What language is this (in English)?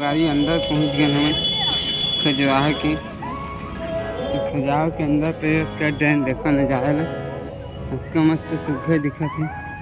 Chhattisgarhi